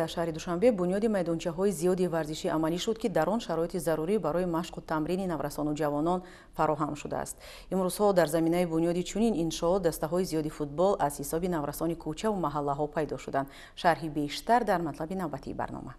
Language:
Tajik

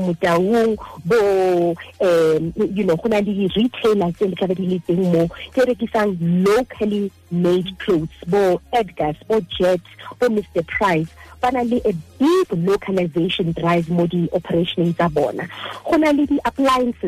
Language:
Southern Sotho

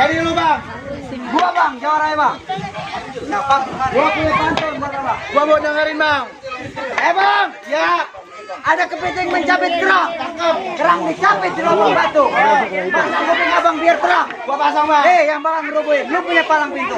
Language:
Betawi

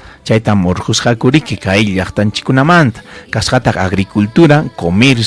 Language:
Ayacucho Quechua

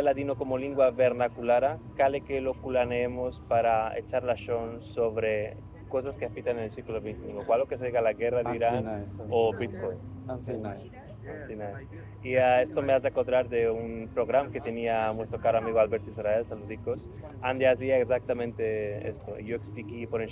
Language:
Ladino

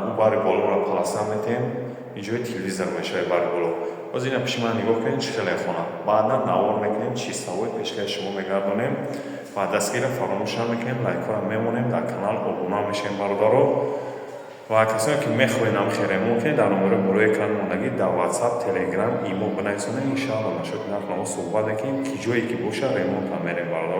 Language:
Tajik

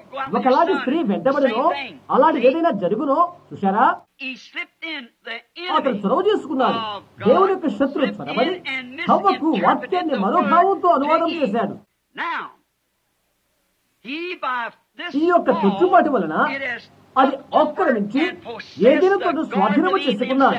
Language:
Telugu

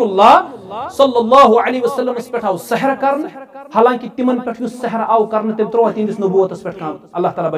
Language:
Kashmiri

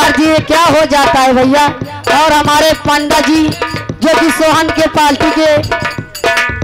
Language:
Bhojpuri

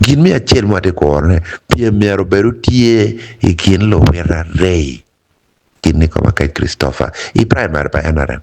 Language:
Acoli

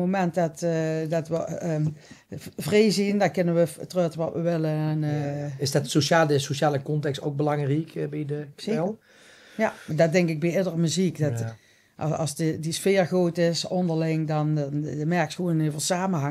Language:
Limburgish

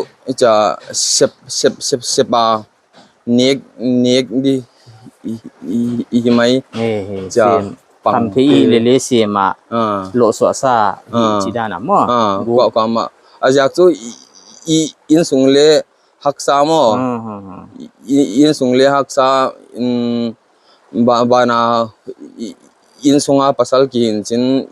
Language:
Paite Chin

